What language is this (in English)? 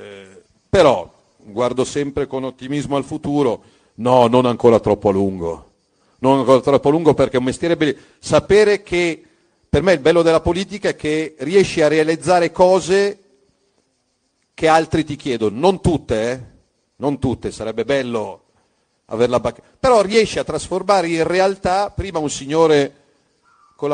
Italian